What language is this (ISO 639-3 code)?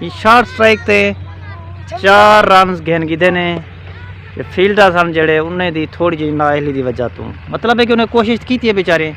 skr